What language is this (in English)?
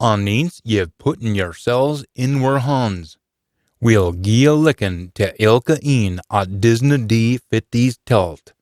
Scots